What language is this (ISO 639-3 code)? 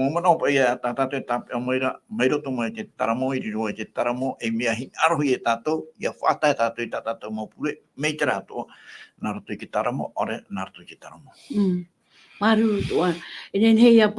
tah